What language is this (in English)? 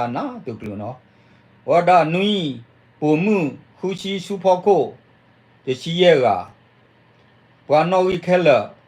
S'gaw Karen